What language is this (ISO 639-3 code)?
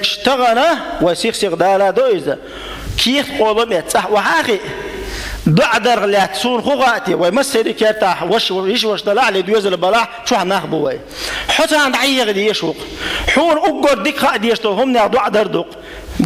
che